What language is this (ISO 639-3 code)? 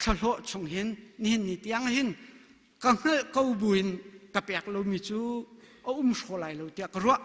cnh